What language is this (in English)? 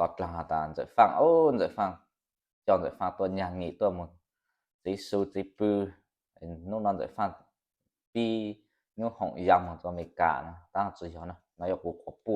Hmong